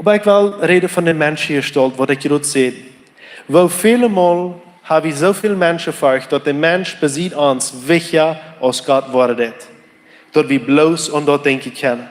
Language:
Plautdietsch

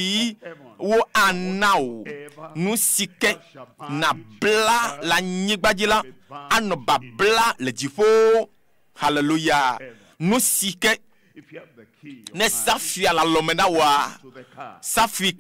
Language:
Ewe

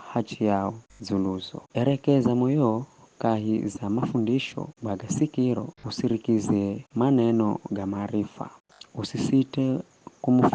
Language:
Giryama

